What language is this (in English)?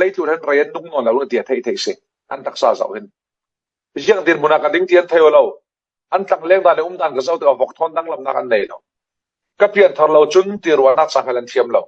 Falam Chin